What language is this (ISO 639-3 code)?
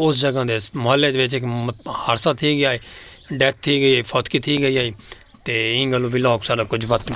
skr